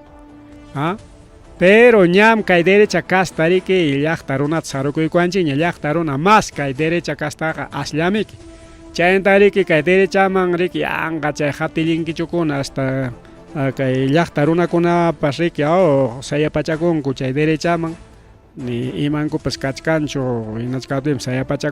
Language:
Ayacucho Quechua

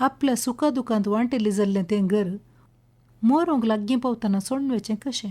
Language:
Konkani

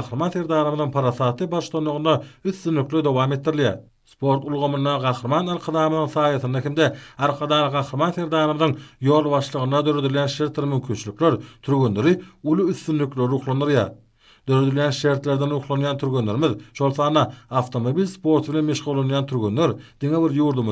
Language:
Turkmen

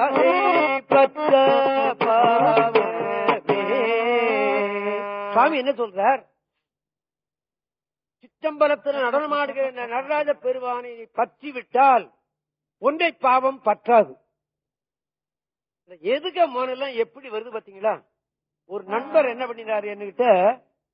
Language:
Tamil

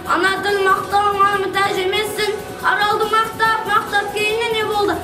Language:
Kara-Kalpak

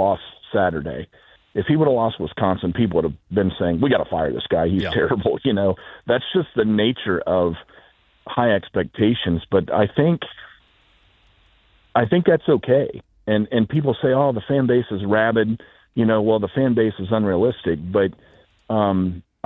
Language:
English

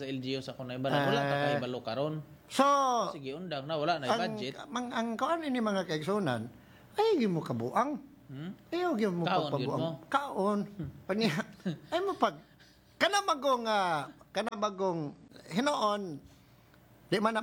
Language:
Cebuano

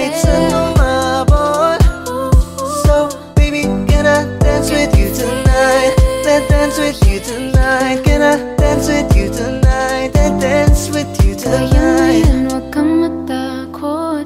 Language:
Filipino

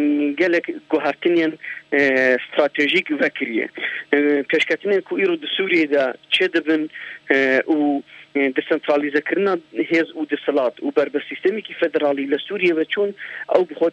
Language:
Kurdish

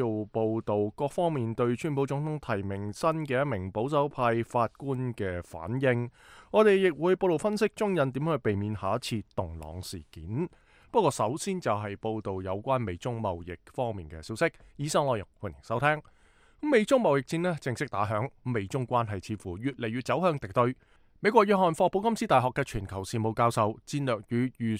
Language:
Cantonese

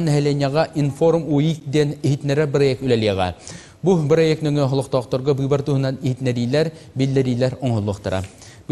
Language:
Yakut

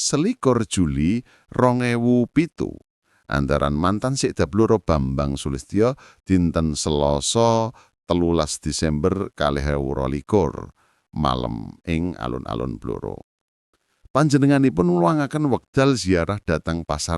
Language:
Javanese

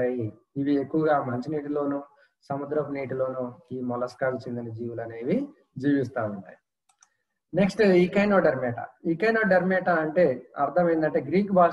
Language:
Telugu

